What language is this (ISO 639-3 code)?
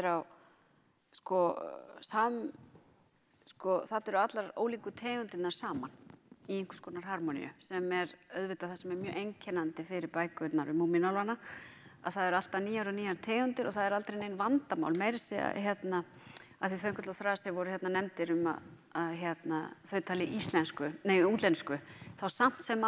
isl